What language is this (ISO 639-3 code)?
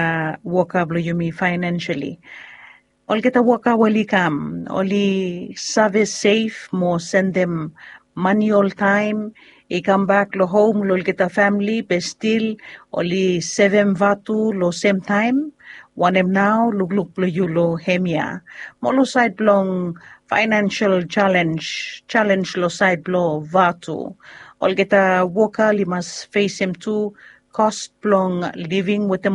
bis